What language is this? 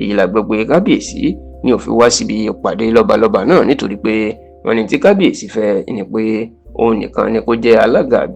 Yoruba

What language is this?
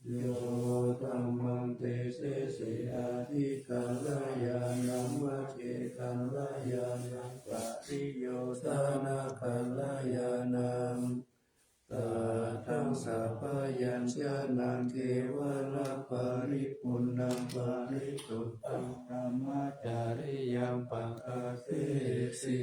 Pali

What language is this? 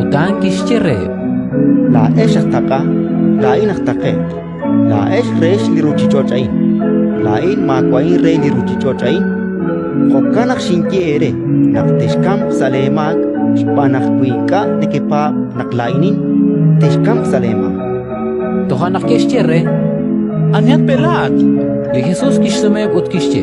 Kekchí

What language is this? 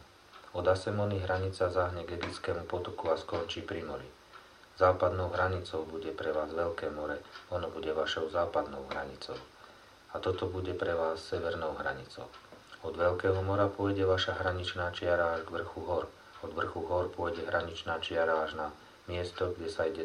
Slovak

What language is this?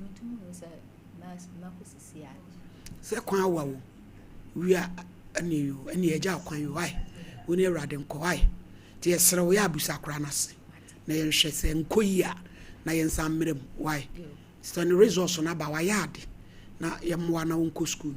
Akan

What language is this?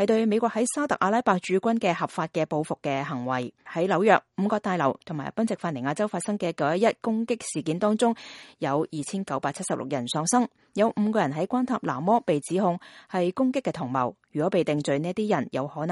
Cantonese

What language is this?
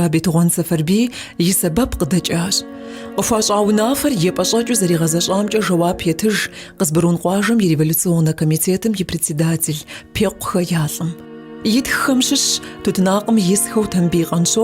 Kabardian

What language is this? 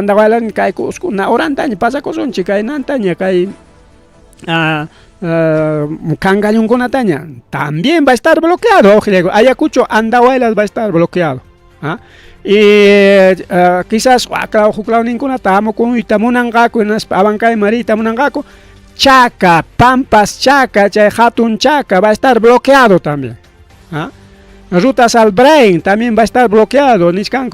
Ayacucho Quechua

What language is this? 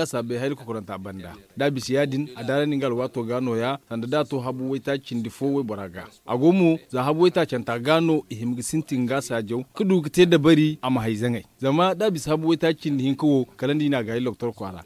Zarma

